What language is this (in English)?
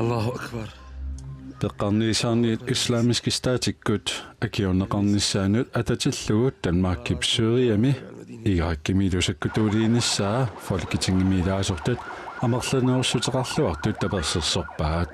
Kalaallisut